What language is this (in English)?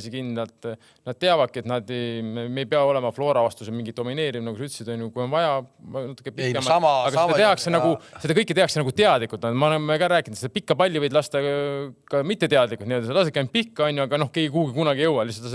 Estonian